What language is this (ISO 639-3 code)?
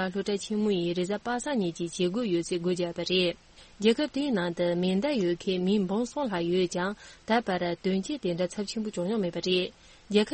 bod